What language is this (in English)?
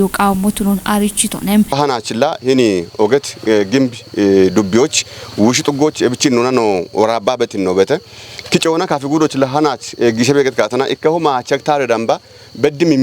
Kafa